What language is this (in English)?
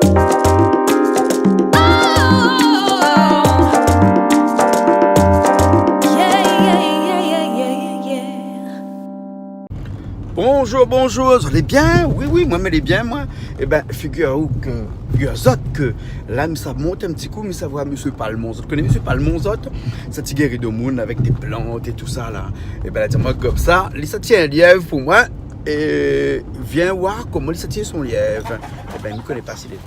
Réunion Creole French